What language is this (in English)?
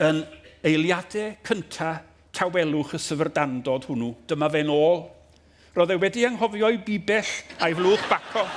Welsh